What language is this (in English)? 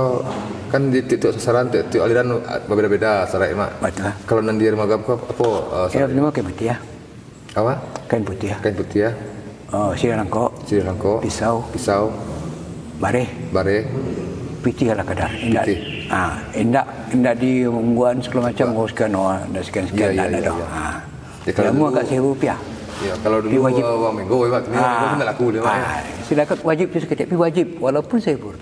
Minangkabau